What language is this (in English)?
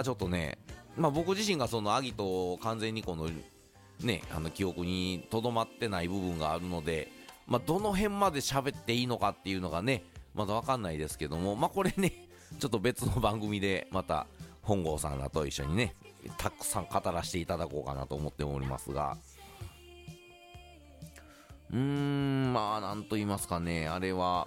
Japanese